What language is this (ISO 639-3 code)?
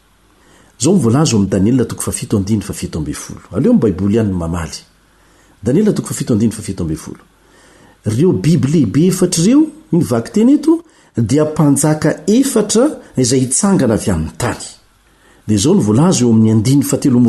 mlg